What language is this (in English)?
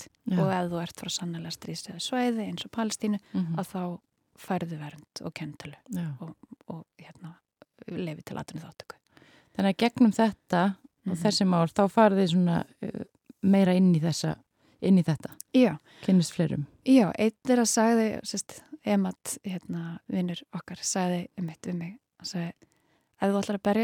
Icelandic